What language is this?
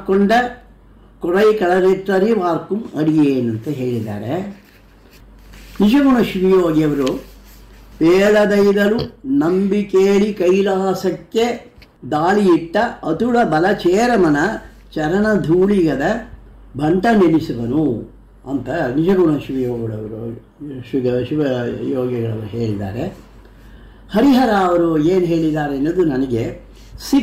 Kannada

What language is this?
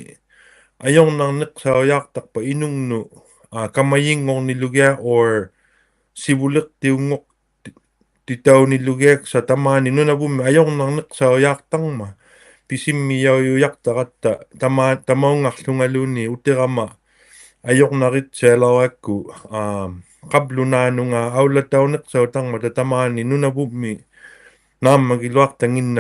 Inuktitut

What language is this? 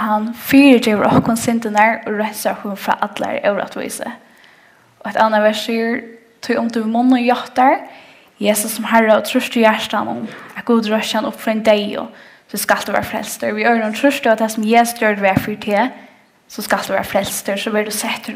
Faroese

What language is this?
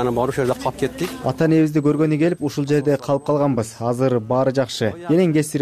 Kyrgyz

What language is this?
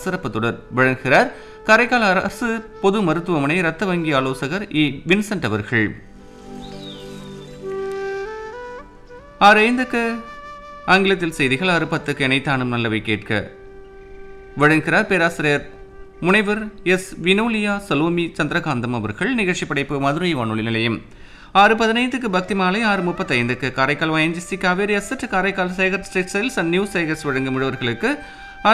Tamil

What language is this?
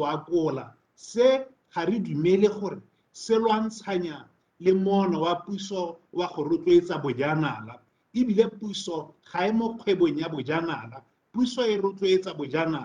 Tswana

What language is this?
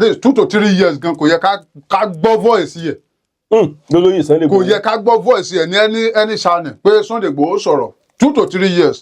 Yoruba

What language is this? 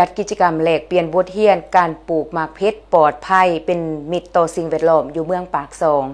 Lao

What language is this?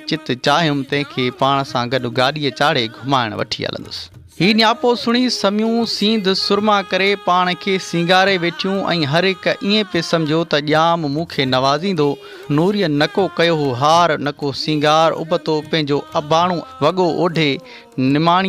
Sindhi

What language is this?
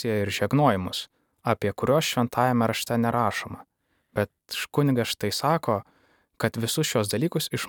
Lithuanian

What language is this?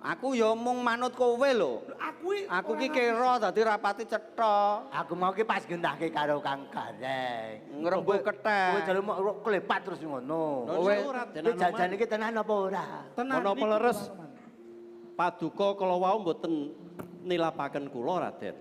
Javanese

